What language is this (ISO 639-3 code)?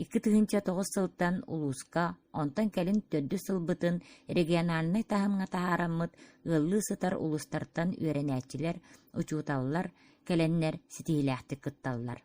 sah